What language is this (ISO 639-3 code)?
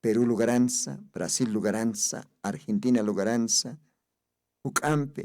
aym